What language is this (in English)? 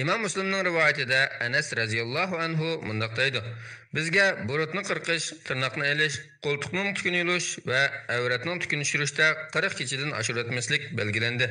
Uyghur